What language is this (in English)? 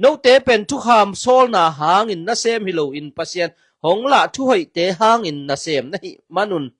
Tedim Chin